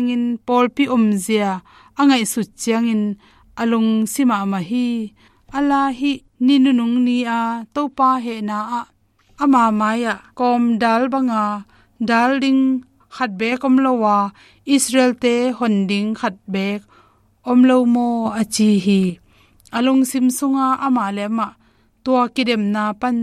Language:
Tedim Chin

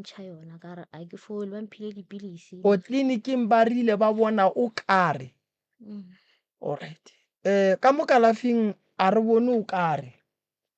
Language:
Northern Sotho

